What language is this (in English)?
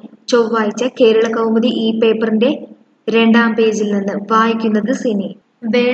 Malayalam